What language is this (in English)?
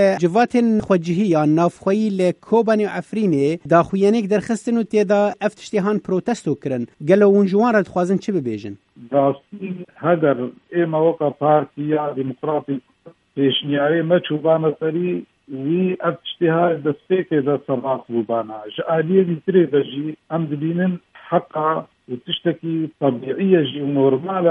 Kurdish